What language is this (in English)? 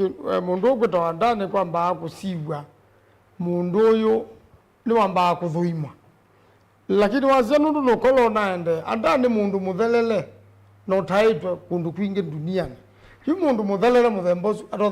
Kamba